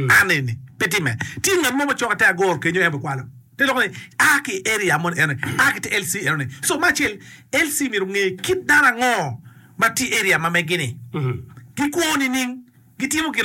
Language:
Acoli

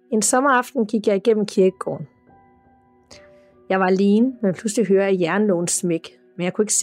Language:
Danish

